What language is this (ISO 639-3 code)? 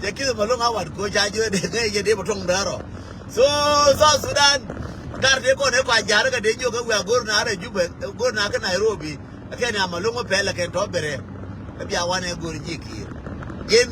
nus